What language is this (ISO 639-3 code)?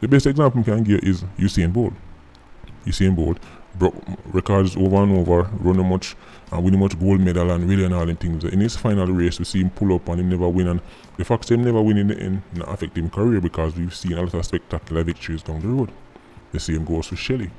jam